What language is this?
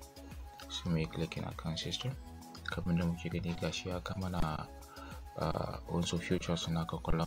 Hausa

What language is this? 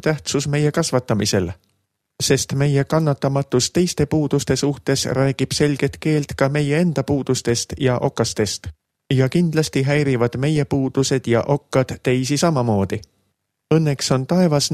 Estonian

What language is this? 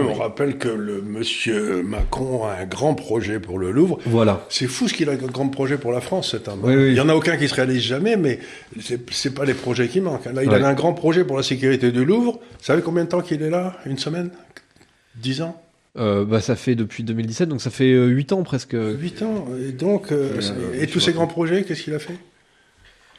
French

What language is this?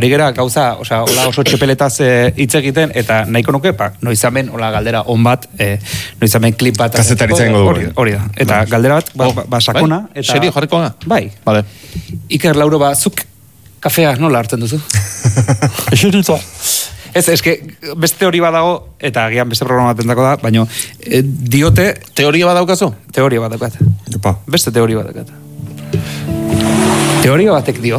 Basque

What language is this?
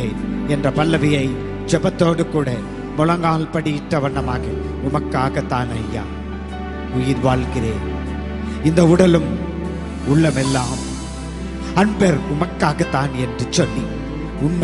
Tamil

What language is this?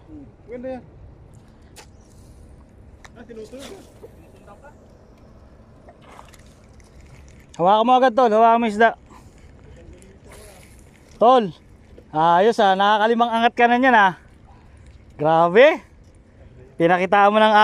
Filipino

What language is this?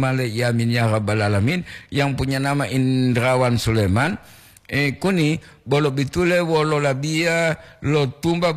Gorontalo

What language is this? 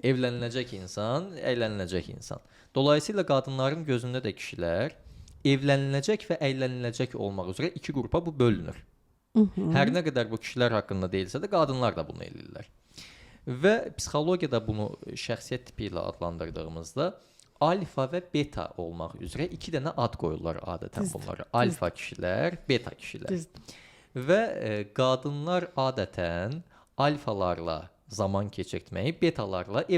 Azerbaijani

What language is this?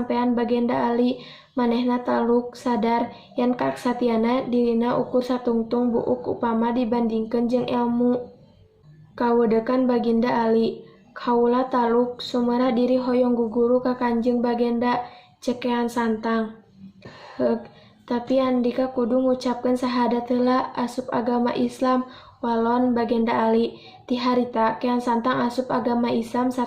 Sundanese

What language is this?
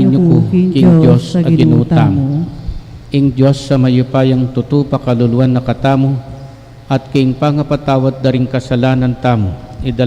Pampanga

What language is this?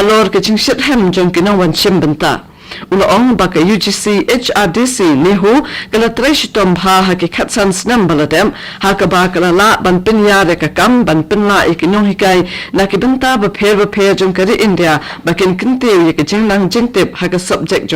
Khasi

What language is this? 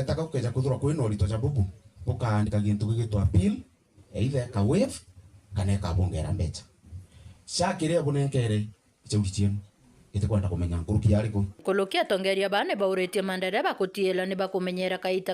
Meru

